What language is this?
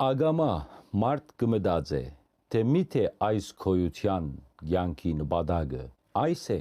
Western Armenian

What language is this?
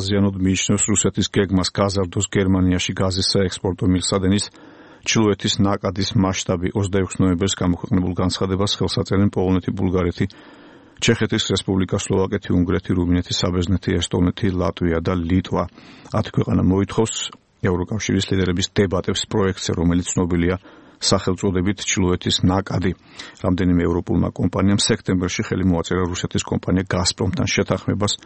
Georgian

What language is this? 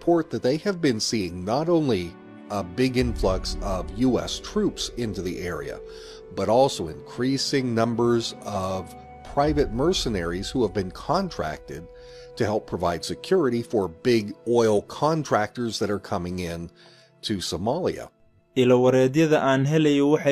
Somali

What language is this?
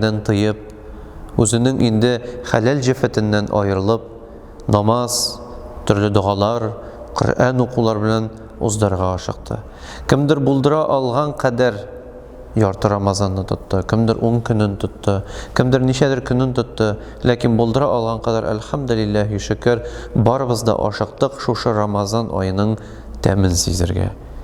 Tatar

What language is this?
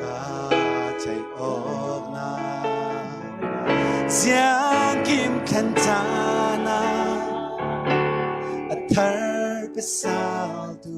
Falam Chin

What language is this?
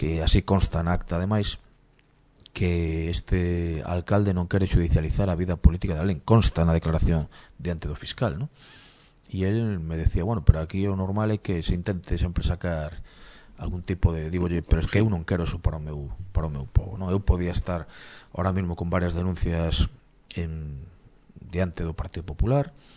Galician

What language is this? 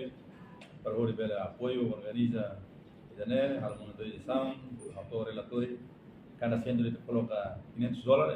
Tetum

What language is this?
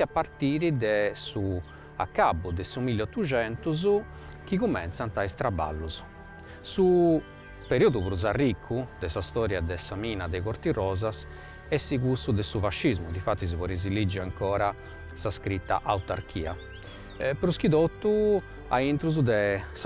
Sardinian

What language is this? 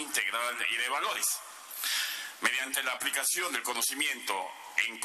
Spanish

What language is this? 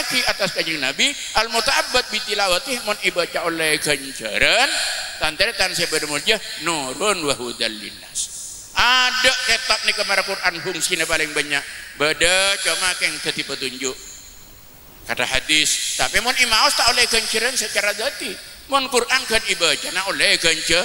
Madurese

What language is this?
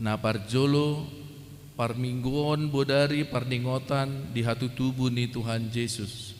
Batak Toba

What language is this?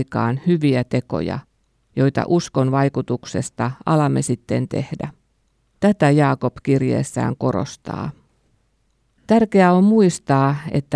Finnish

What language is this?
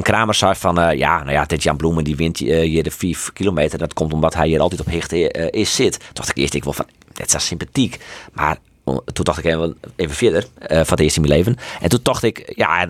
Western Frisian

